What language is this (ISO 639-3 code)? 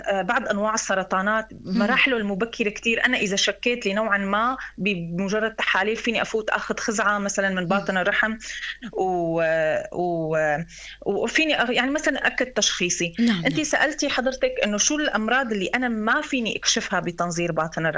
apc